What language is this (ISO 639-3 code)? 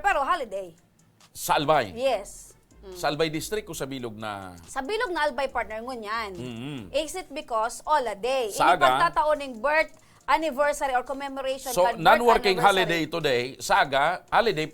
bik